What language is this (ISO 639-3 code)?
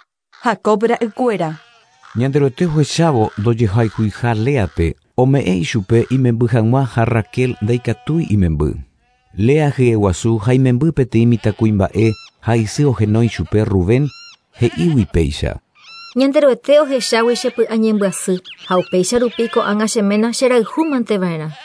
grn